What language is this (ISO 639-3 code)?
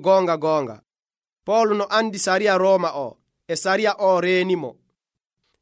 fuv